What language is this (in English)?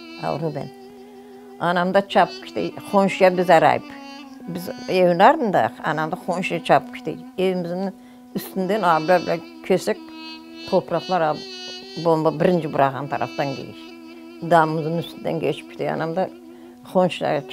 Crimean Tatar